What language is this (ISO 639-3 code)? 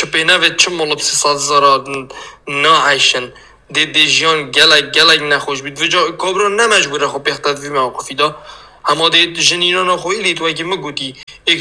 kur